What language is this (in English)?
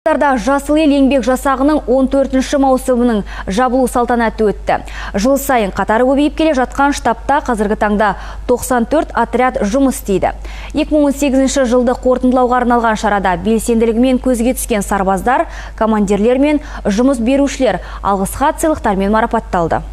Kazakh